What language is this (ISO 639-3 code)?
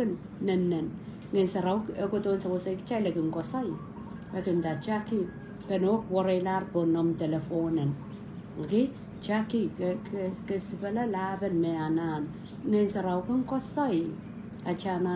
pon